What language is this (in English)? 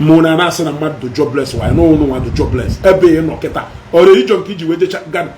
Igbo